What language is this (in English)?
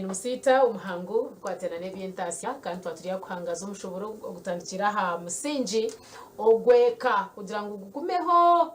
Nyankole